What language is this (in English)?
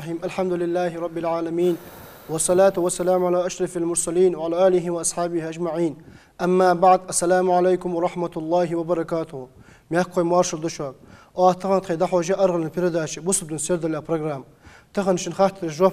Ingush